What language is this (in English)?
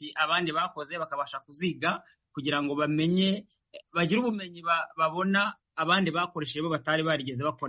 Kinyarwanda